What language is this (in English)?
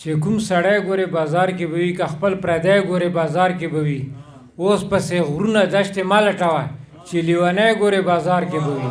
Pashto